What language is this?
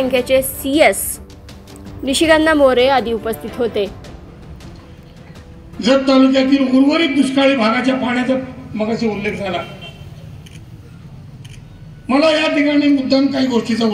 Marathi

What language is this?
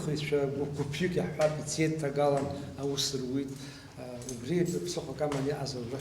Abkhazian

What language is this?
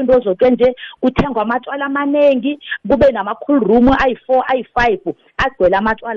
South Ndebele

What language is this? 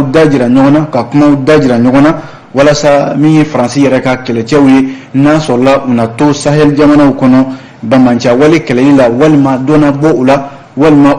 Bambara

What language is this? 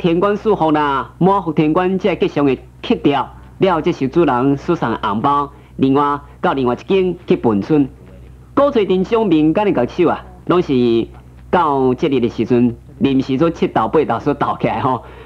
Min Nan Chinese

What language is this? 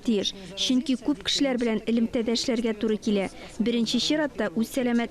Tatar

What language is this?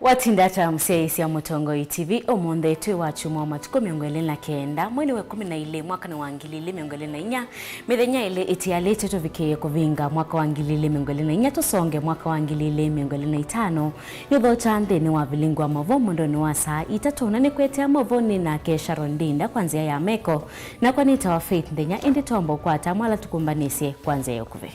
Kamba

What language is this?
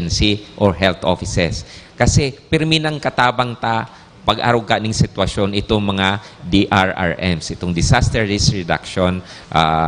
Bikol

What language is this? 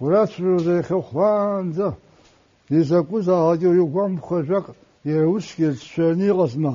Abkhazian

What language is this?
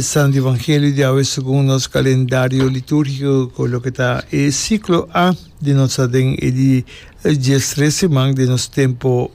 Papiamento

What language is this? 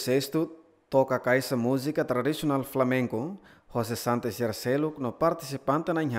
Tetum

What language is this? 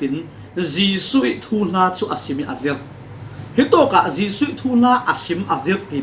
Falam Chin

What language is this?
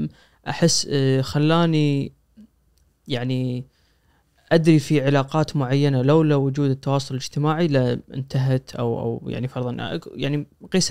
Najdi Arabic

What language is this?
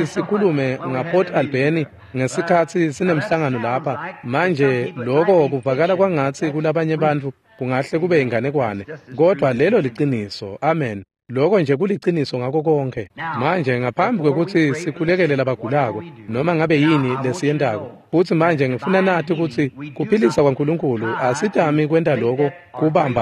Swati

